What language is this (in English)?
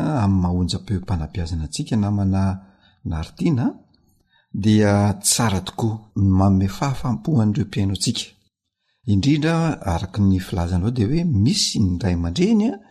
Malagasy